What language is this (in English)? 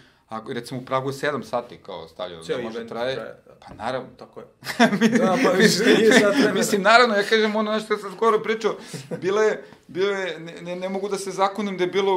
Serbian